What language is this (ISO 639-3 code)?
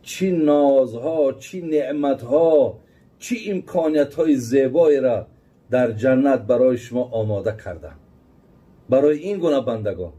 tgk